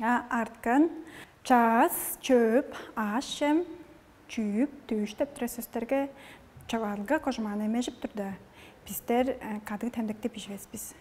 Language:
Tuvinian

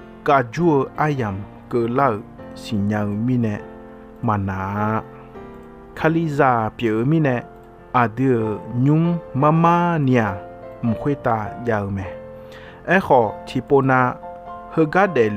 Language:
Akha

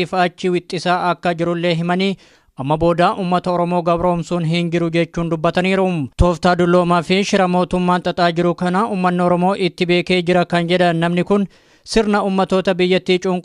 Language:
Oromo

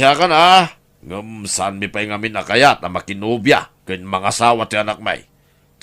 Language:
Iloko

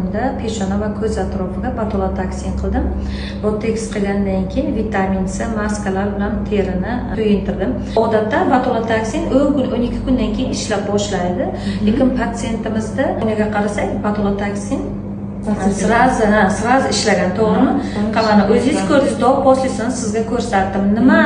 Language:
Uzbek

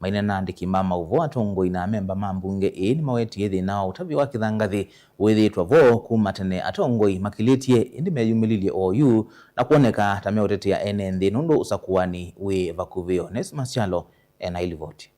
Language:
Kamba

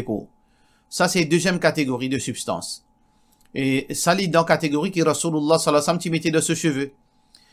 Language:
Morisyen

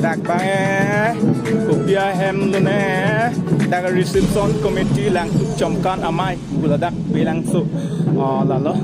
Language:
Karbi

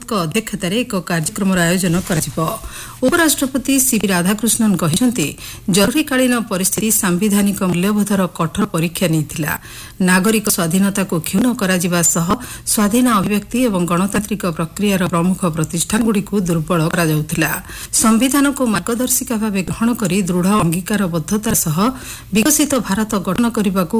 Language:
Odia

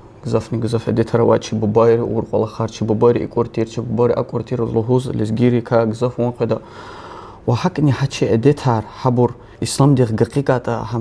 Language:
Lezghian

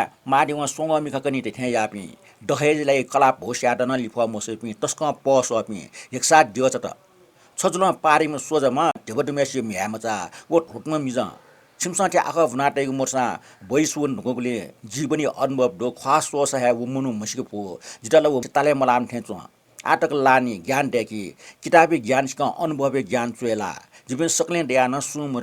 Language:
Newari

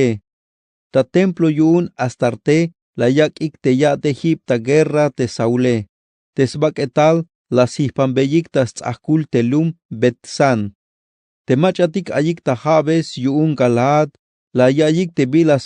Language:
Tzeltal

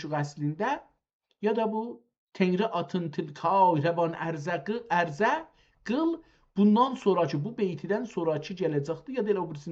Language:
South Azerbaijani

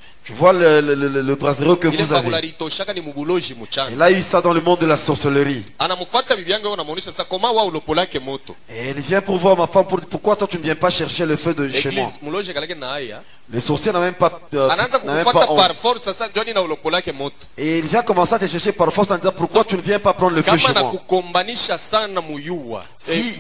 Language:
Swahili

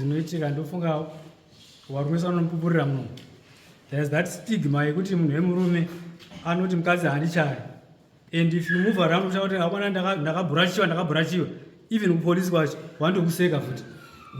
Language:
Shona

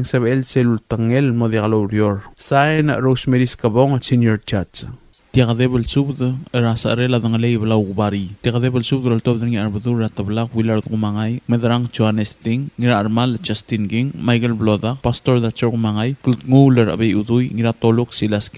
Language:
Palauan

